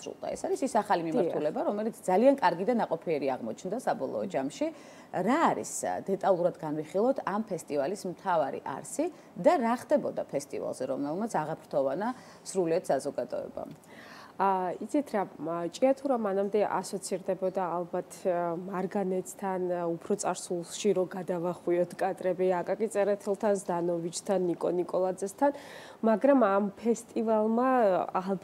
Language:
Georgian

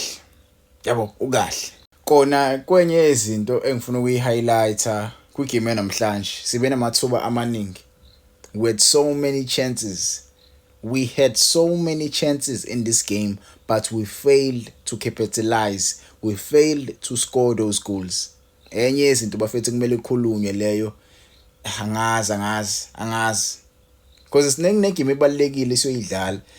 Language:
Zulu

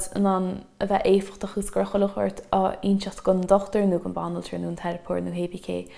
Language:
Irish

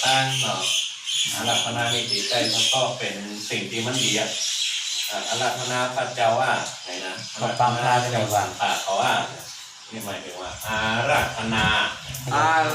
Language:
Shan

